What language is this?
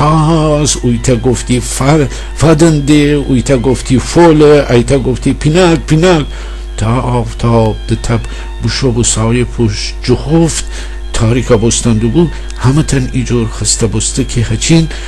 Gilaki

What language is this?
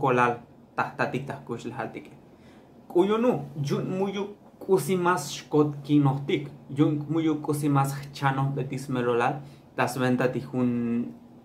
Tzotzil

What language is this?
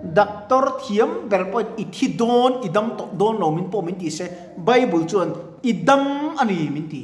Mizo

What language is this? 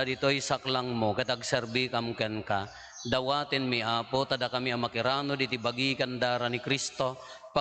Iloko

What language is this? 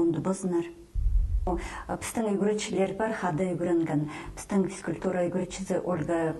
Khakas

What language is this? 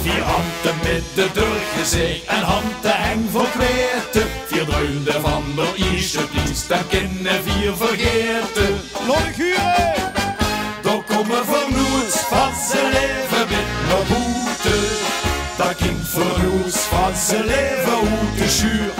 Limburgish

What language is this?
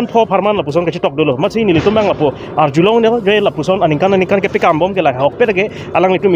Karbi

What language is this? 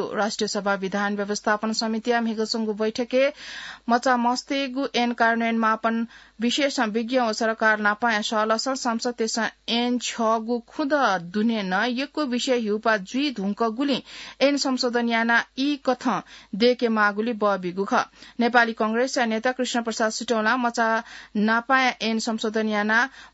Newari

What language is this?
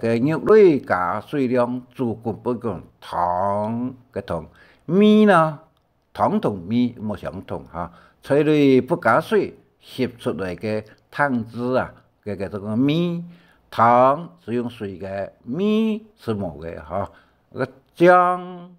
Hakka Chinese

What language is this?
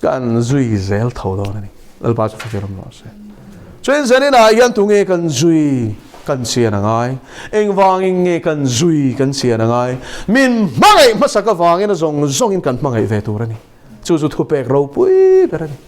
Mizo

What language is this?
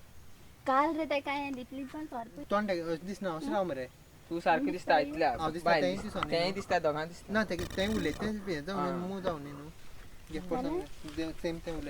Konkani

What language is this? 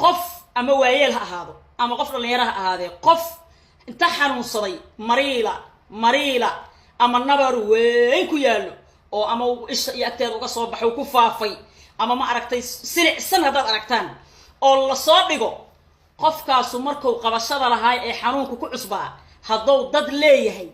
Somali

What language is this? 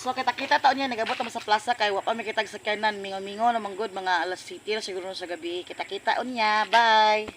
Cebuano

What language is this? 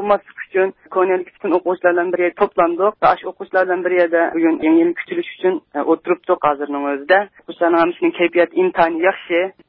Uyghur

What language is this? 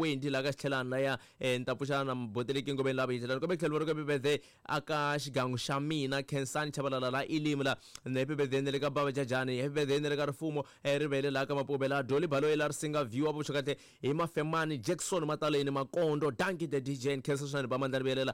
Tsonga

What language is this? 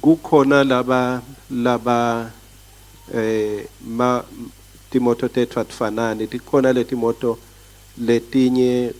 Swati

